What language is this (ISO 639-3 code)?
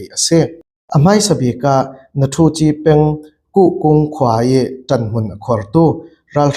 cfm